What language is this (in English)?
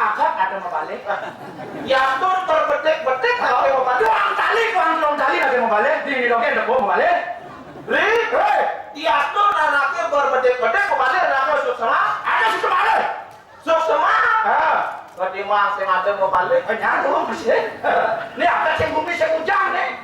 Balinese